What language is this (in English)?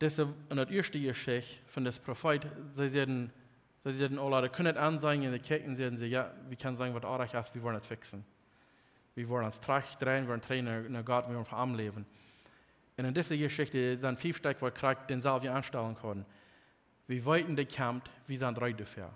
Plautdietsch